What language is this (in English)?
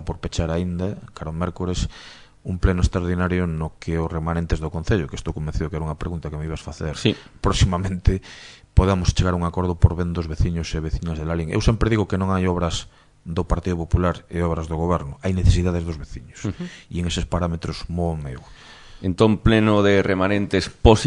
Galician